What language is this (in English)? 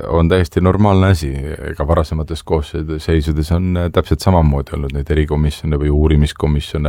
Estonian